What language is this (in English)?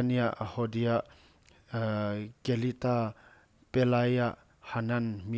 Paite Chin